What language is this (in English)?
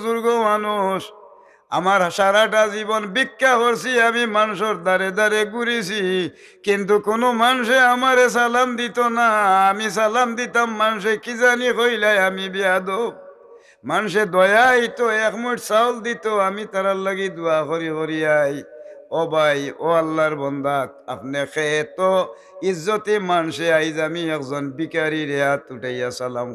Sylheti